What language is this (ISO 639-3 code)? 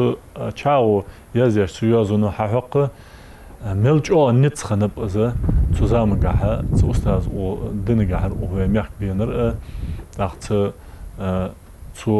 inh